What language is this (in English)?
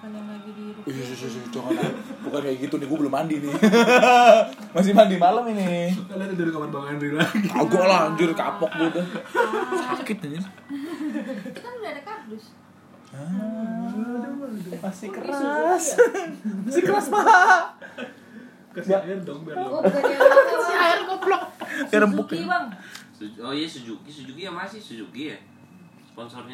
Indonesian